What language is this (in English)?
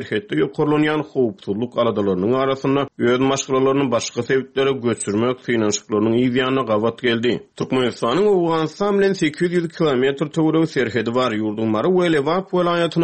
Turkmen